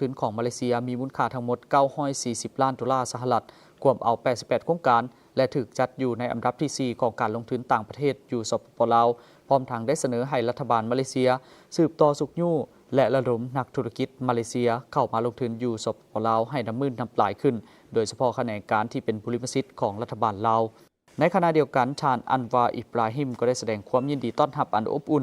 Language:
Lao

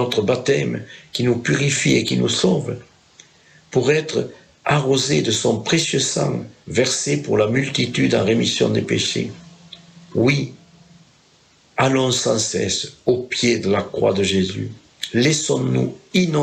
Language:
French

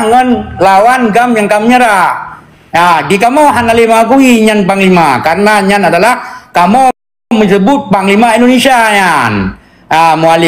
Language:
Achinese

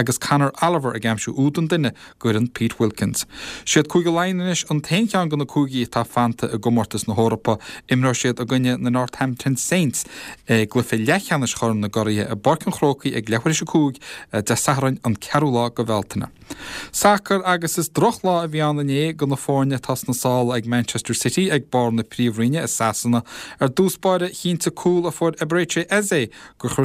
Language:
Irish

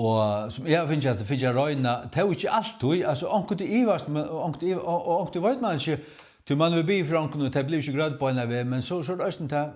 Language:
Faroese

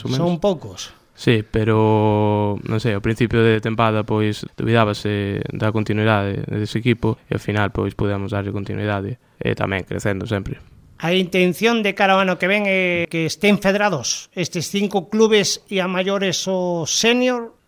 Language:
Galician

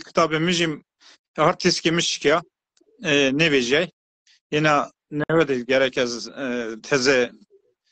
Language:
Zaza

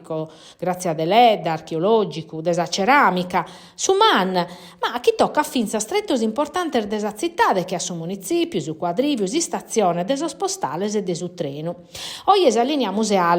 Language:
Sardinian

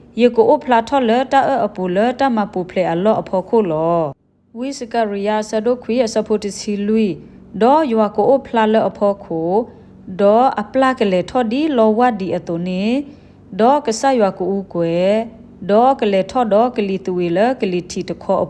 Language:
S'gaw Karen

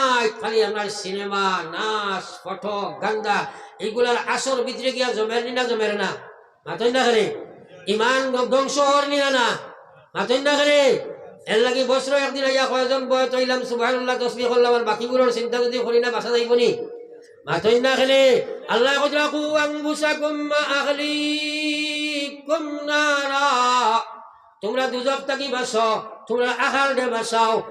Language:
Sylheti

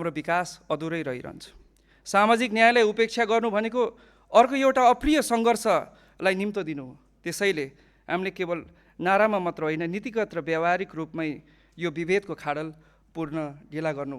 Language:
Nepali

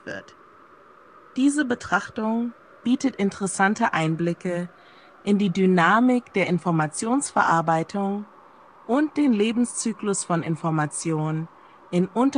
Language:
German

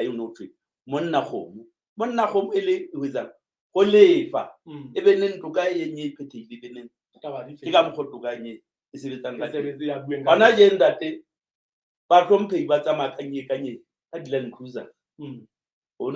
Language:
Southern Sotho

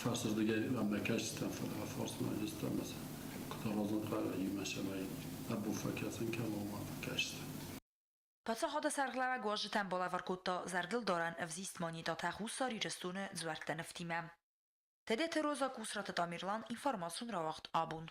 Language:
Ossetic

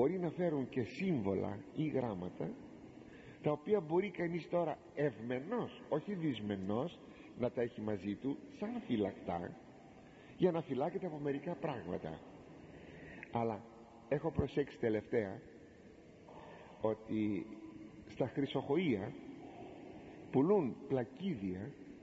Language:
Greek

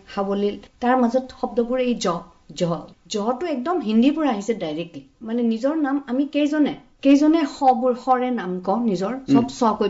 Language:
Assamese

